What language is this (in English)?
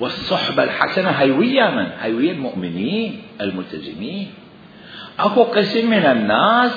Mesopotamian Arabic